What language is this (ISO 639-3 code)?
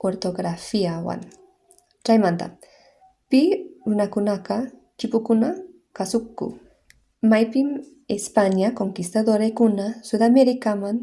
que